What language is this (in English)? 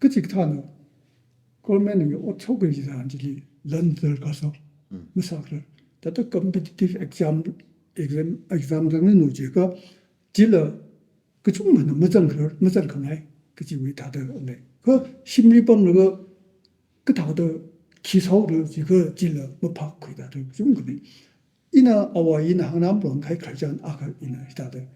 Tangkhul Naga (India)